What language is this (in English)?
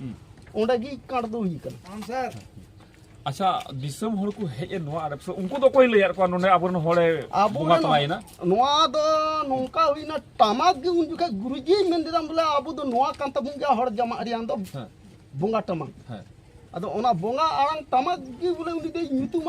Santali